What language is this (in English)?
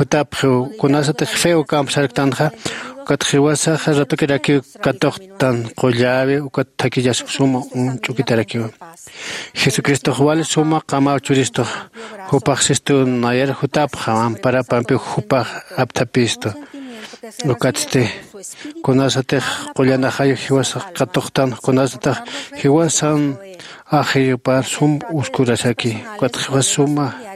Aymara